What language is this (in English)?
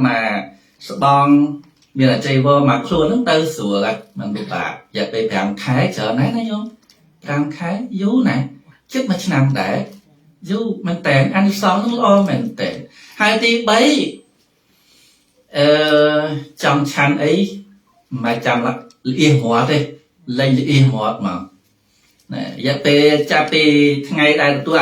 Khmer